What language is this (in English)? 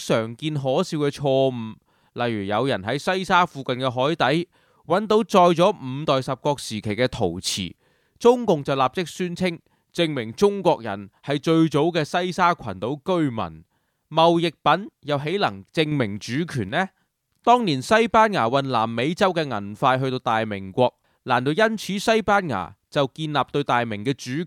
Cantonese